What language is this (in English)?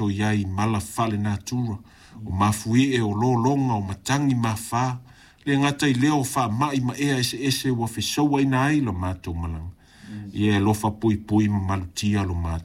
Samoan